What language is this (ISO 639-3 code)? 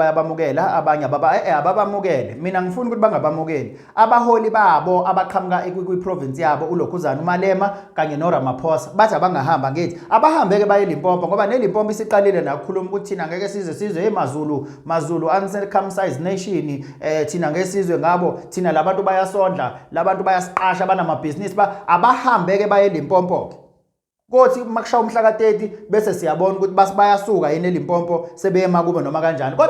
zul